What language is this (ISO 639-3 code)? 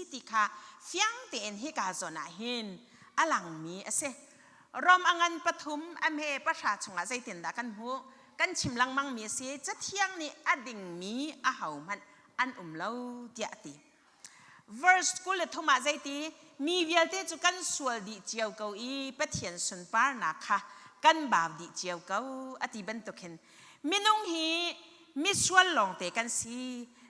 cnh